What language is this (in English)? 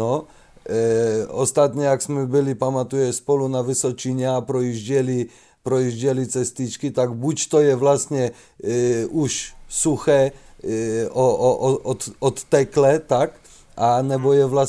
Czech